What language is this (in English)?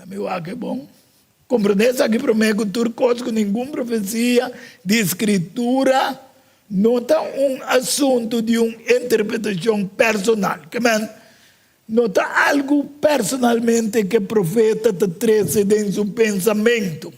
Papiamento